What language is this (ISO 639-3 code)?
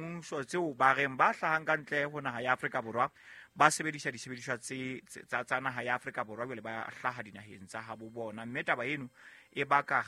sot